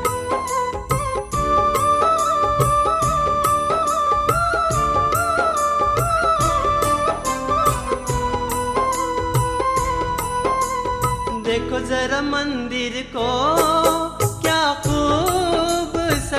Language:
Hindi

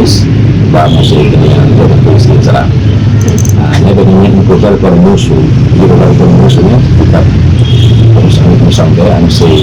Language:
Tetum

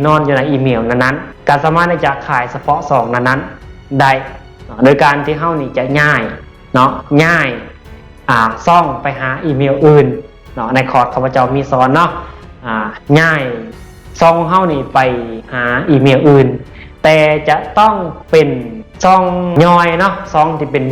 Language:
Lao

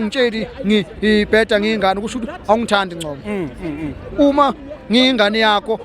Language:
Zulu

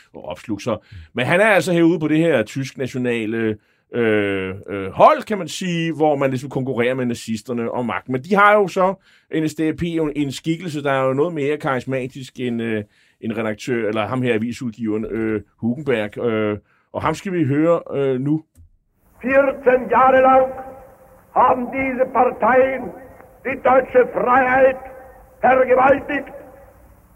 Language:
Danish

